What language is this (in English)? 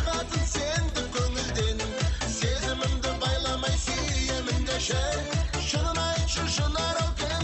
Kara-Kalpak